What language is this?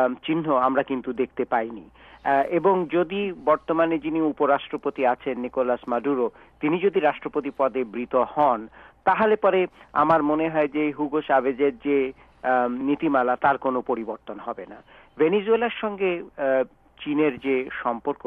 Bangla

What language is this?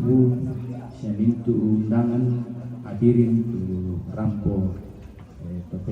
Toraja-Sa'dan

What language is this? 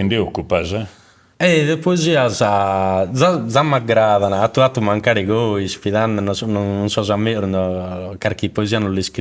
Sardinian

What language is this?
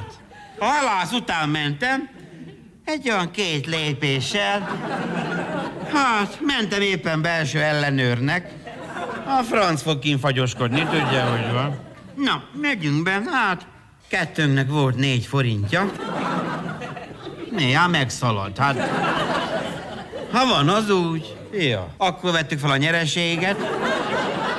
Hungarian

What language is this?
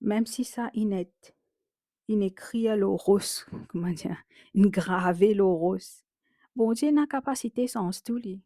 Morisyen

